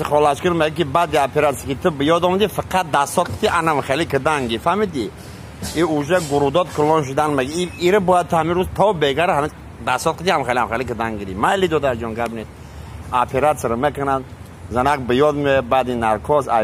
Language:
Tajik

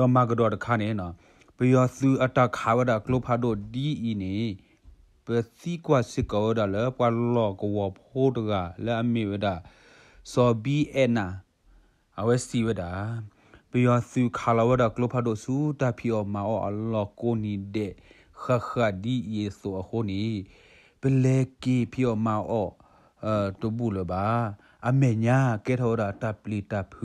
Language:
S'gaw Karen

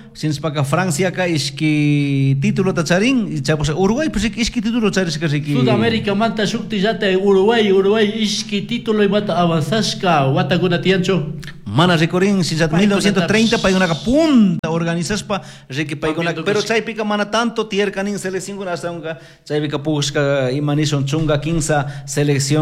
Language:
Chimborazo Highland Quichua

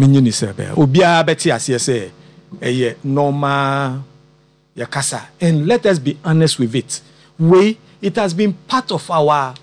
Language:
Akan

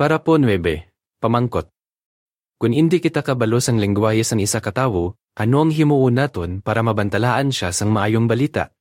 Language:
Hiligaynon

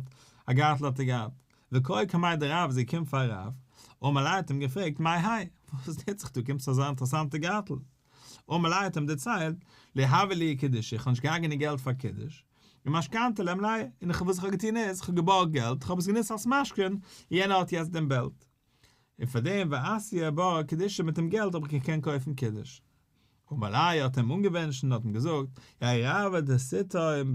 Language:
Yiddish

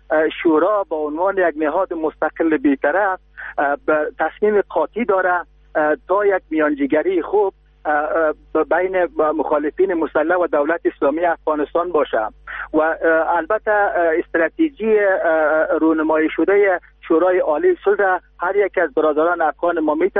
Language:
Persian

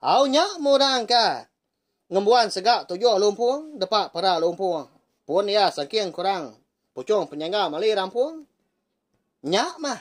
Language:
Iban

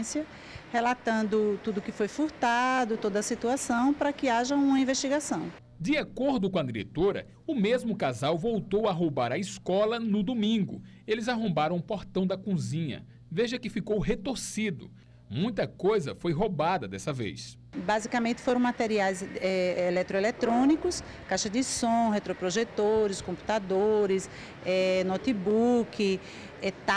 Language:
Portuguese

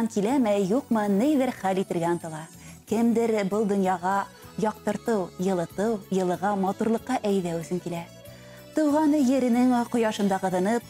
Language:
Bashkir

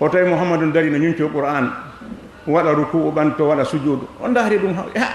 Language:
Fula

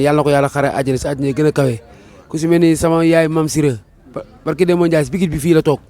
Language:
Wolof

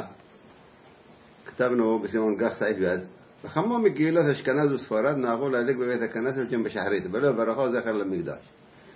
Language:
Hebrew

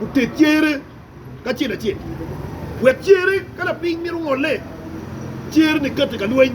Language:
Acoli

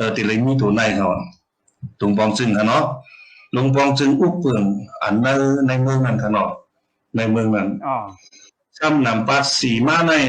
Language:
Shan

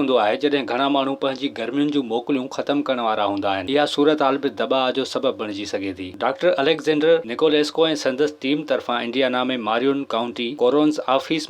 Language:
Sindhi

